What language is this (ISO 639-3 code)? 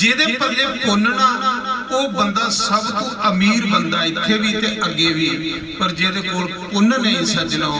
doi